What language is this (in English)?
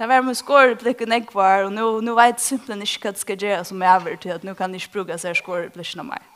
Faroese